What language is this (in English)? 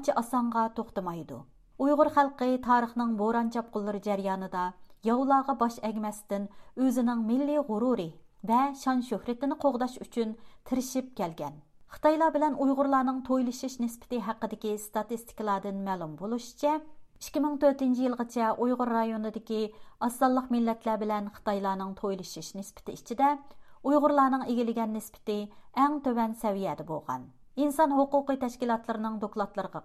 Uyghur